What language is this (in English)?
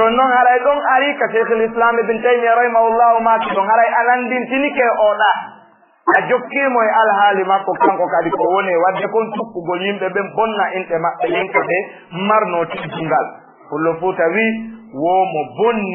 Fula